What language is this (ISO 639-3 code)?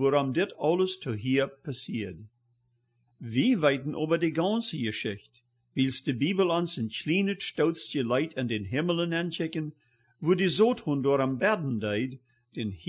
pdt